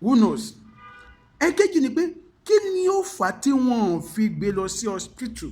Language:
Yoruba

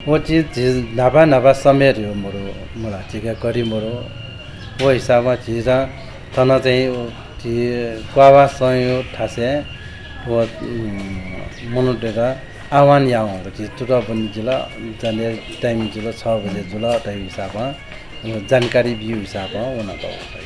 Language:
Newari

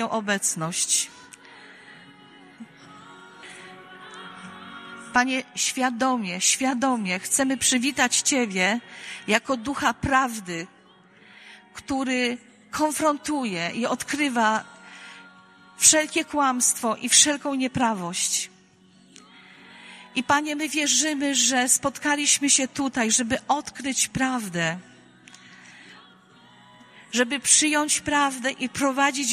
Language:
Polish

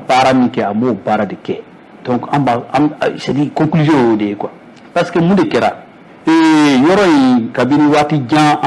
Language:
Bambara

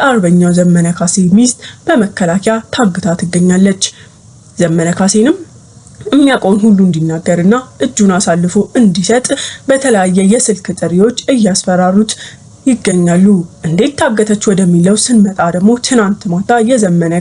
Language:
Amharic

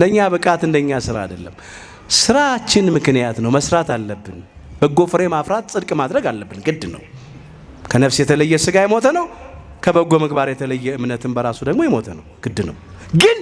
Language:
Amharic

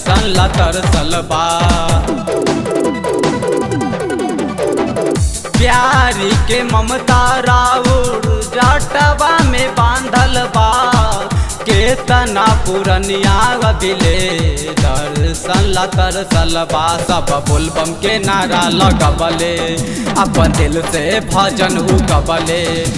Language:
Bhojpuri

